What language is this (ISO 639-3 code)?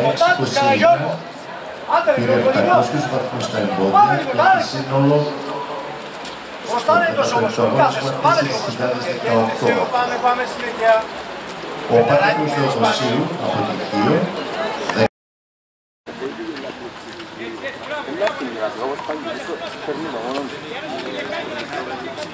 ell